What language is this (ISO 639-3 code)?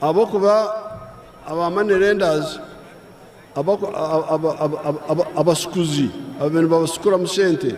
nyn